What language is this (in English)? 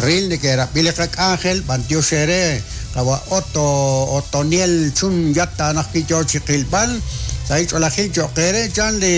Kekchí